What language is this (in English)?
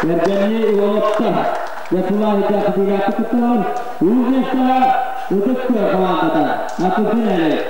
Yakut